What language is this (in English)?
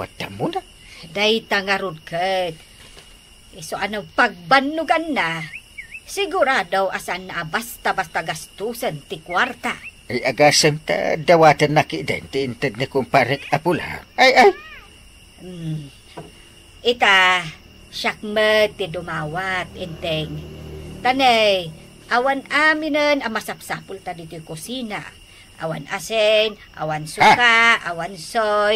Iloko